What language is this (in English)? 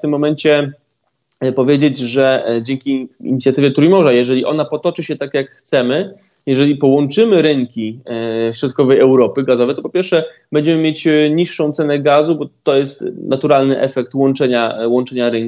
Polish